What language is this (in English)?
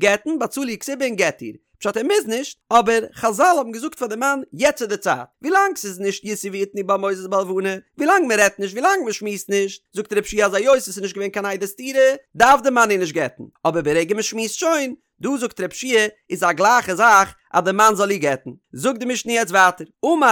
Yiddish